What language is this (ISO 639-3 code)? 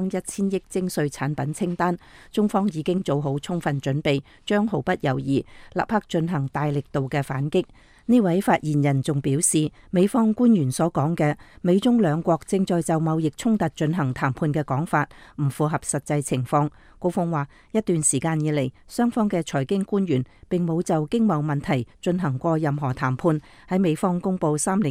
yue